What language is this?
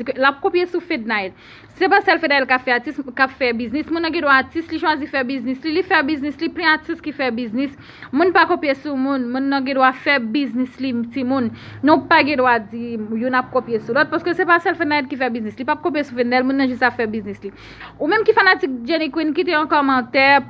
Haitian Creole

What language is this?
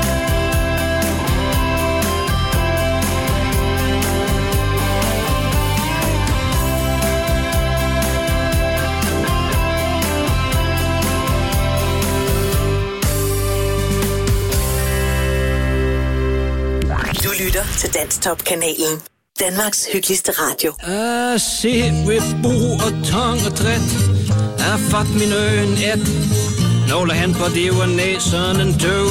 Danish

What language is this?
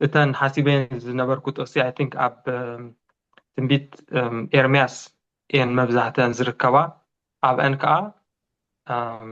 Tigrinya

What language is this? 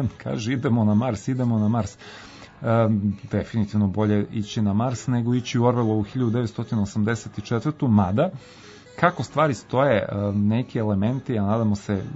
Serbian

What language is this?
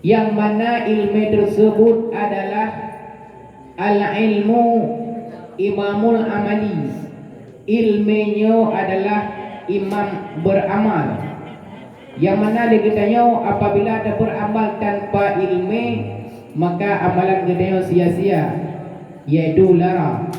Achinese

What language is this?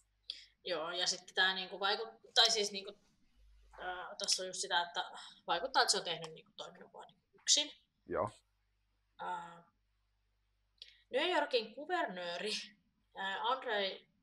Finnish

